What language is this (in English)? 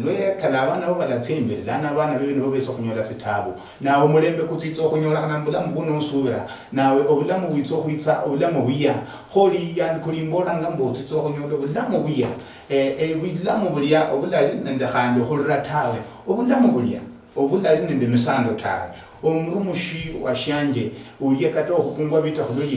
Luyia